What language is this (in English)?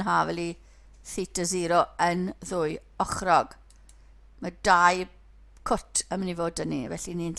Welsh